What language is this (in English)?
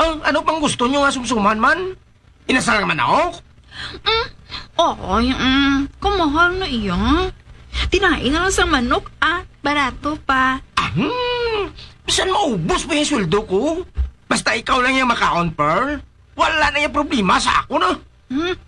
Hiligaynon